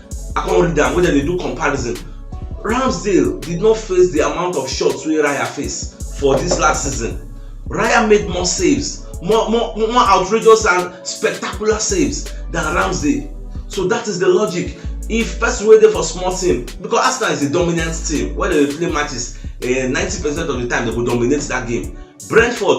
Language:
Nigerian Pidgin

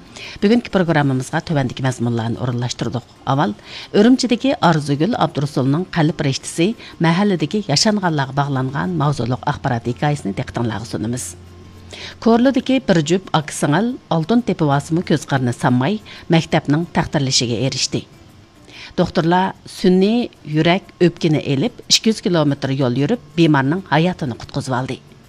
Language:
Uyghur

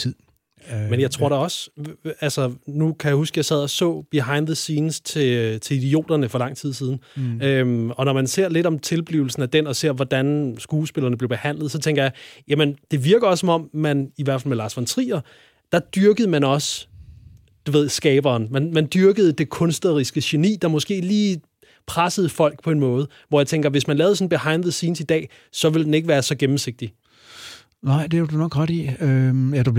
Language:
Danish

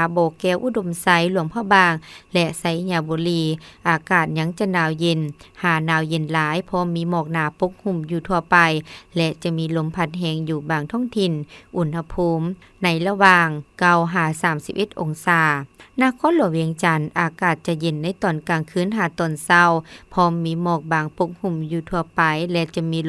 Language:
Lao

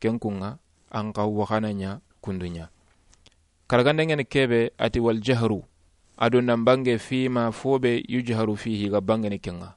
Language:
Soninke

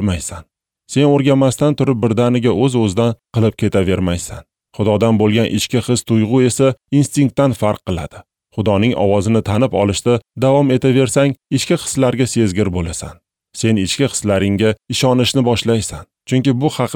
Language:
Uzbek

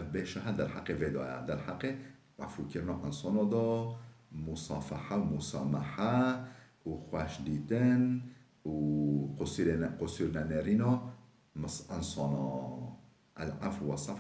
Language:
Kurdish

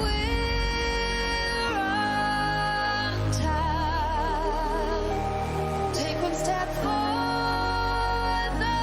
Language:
Kara-Kalpak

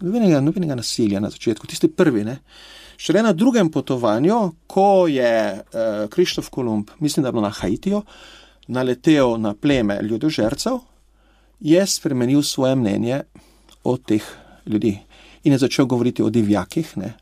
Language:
Slovenian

